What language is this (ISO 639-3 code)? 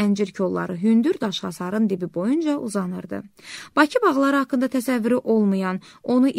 aze